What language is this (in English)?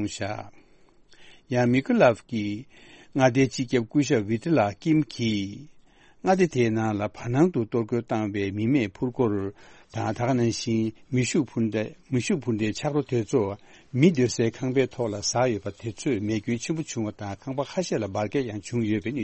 Tibetan